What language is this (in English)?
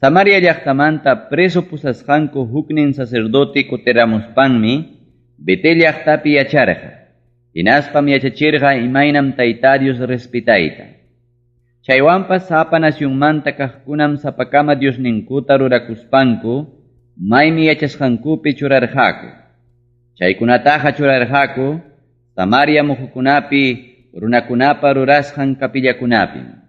Ayacucho Quechua